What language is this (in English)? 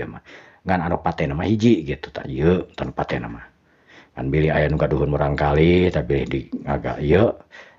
Sundanese